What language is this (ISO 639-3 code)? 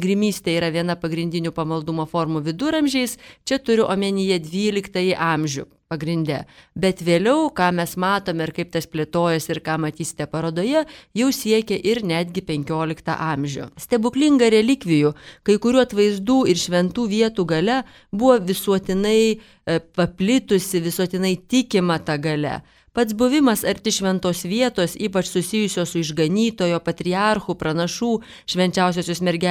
lit